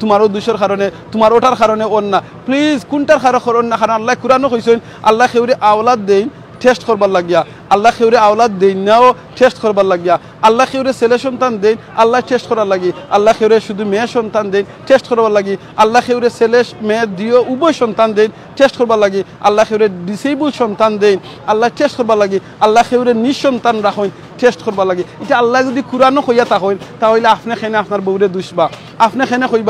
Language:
Sylheti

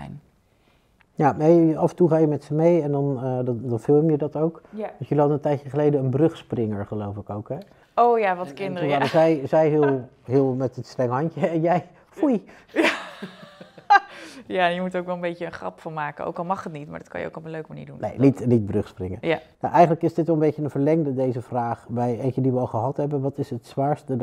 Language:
Dutch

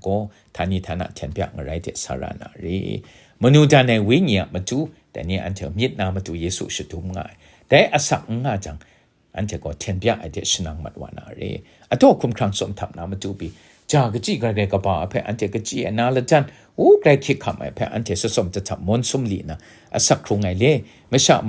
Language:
Kachin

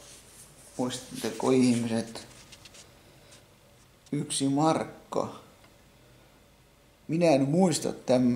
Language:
Finnish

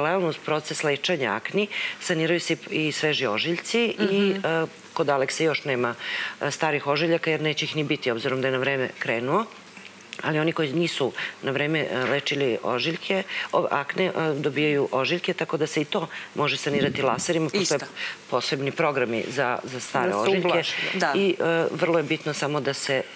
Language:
Serbian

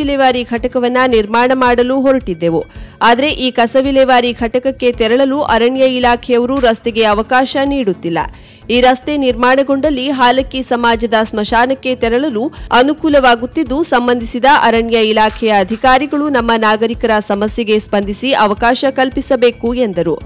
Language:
Kannada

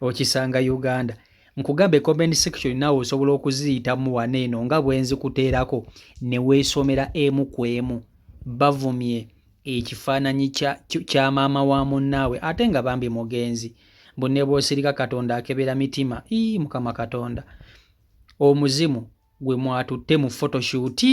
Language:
Ganda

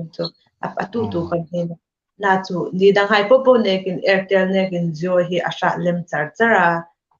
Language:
Hmar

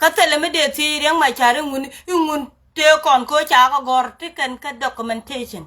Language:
Nuer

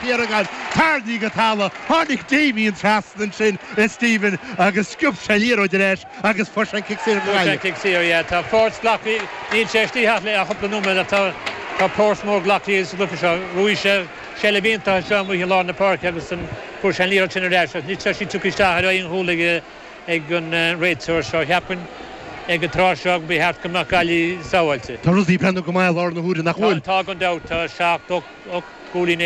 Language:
Irish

